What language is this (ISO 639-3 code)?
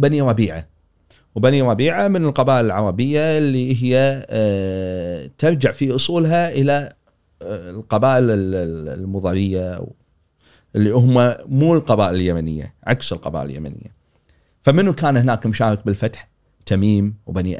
afb